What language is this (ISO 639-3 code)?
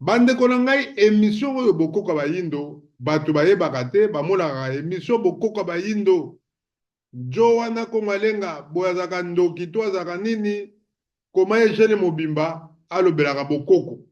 lin